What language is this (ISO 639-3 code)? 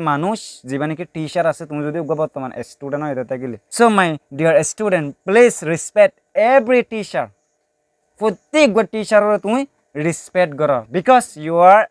rhg